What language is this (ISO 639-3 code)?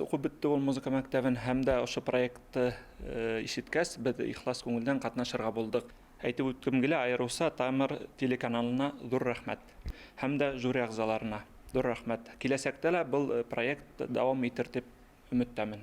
bak